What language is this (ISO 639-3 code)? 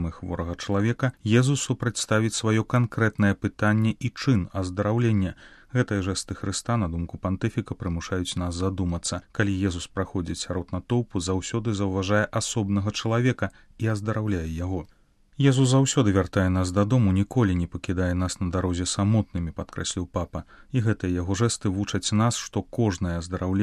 bel